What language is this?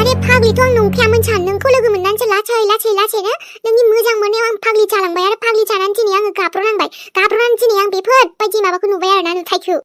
Bodo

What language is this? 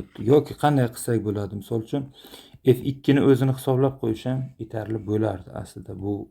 Uzbek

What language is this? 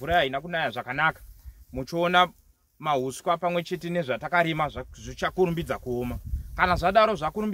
Shona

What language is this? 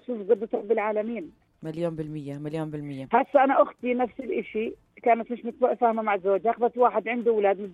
North Levantine Arabic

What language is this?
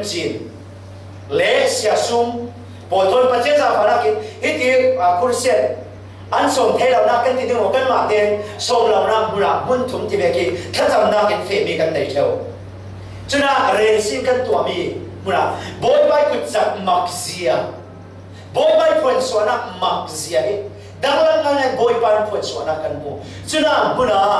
Falam Chin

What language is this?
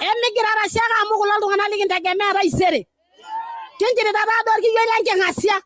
Masai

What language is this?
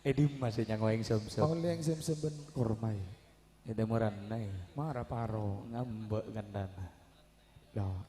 Madurese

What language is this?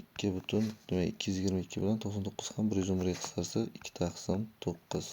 Uzbek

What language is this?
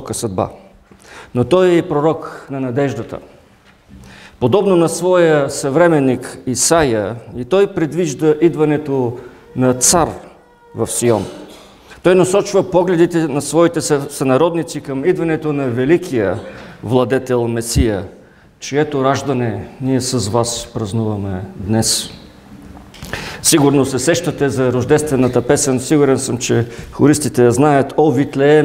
Bulgarian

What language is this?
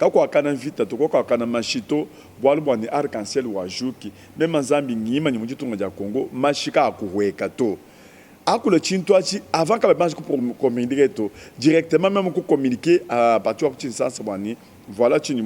Luba-Lulua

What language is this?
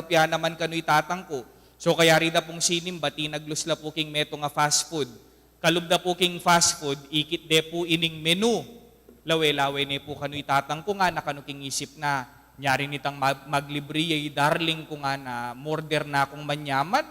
Pampanga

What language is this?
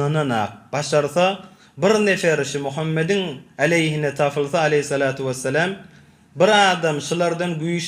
Turkmen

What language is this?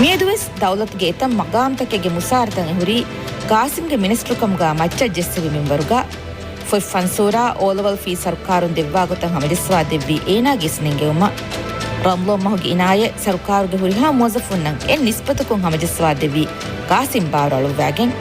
Divehi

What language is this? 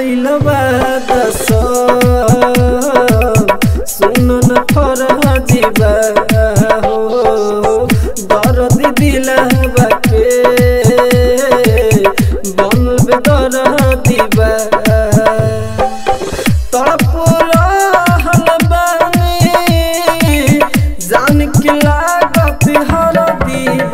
Bhojpuri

